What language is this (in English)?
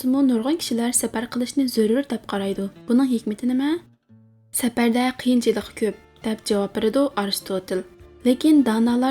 Uyghur